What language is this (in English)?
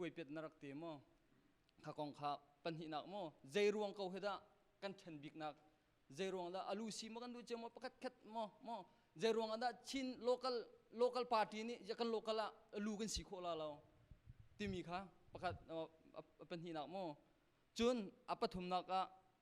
Hakha Chin